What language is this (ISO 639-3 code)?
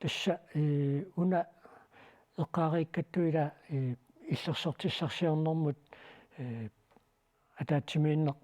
kal